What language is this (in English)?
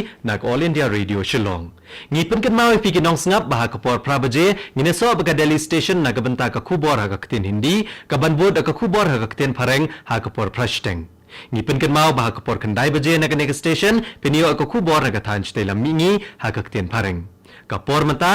Khasi